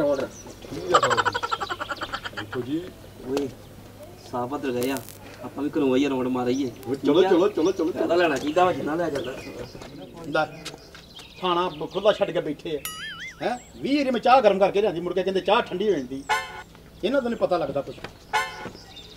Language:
Punjabi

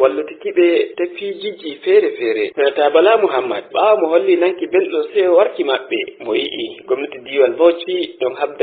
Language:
Nigerian Fulfulde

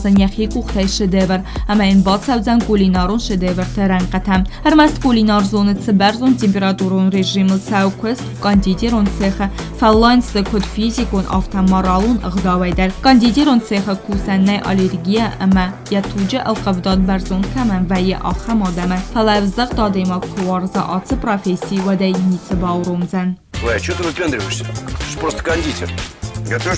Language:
Ossetic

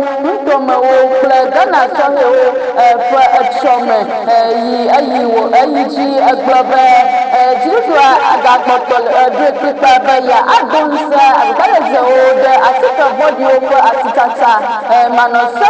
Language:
Ewe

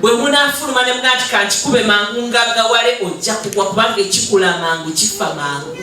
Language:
Ganda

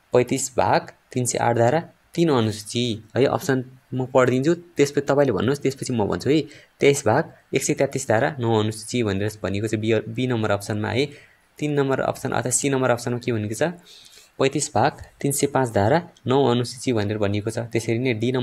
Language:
Nepali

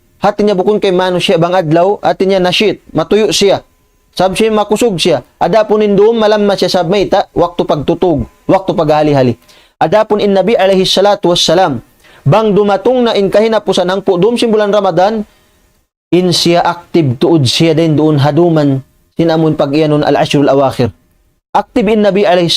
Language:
Tausug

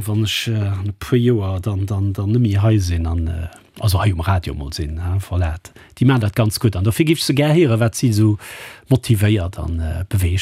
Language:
Luxembourgish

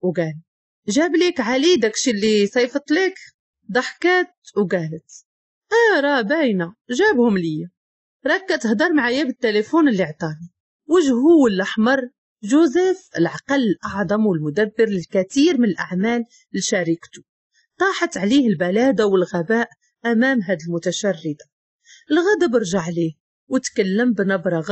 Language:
Moroccan Arabic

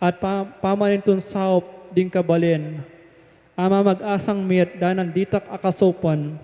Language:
Pampanga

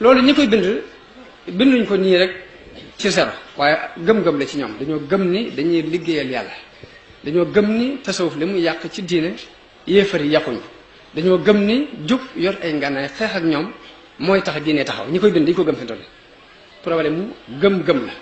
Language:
Wolof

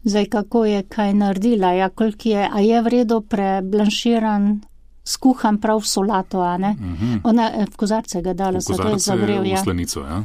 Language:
Slovenian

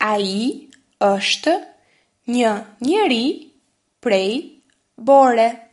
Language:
Albanian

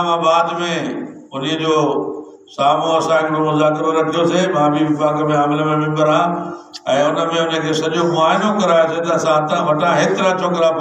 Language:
Sindhi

